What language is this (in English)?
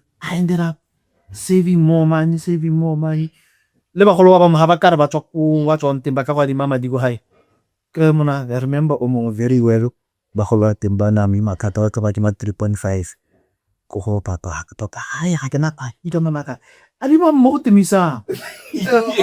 Tswana